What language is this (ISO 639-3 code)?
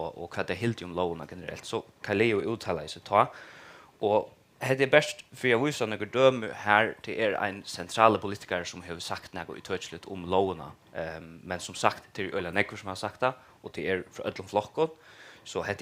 fao